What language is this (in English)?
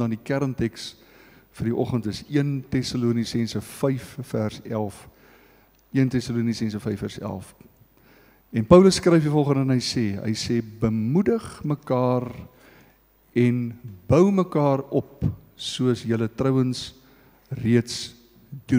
Afrikaans